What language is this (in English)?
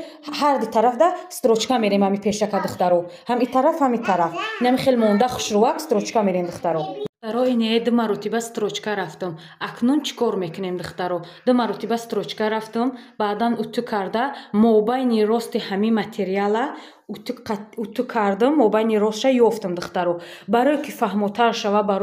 Tajik